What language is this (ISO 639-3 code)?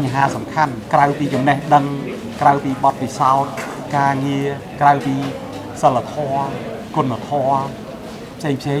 khm